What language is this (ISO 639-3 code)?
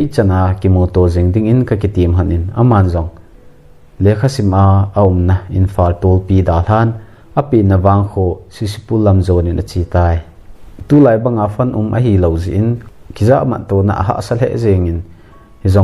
tcz